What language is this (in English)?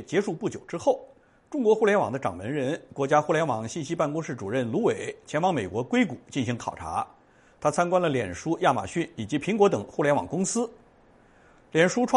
Chinese